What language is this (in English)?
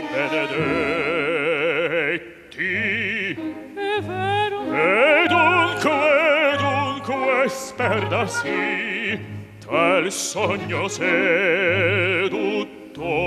Italian